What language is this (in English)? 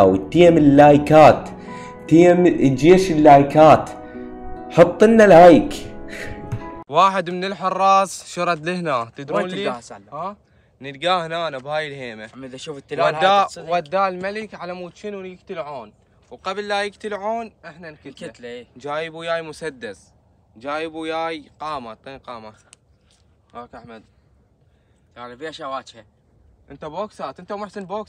Mesopotamian Arabic